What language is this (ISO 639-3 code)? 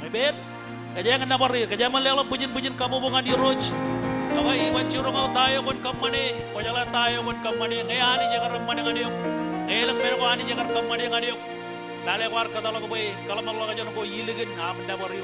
mah